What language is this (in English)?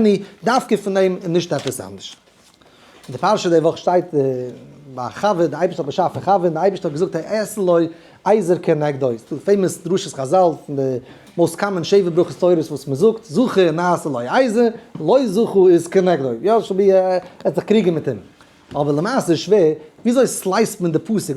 Yiddish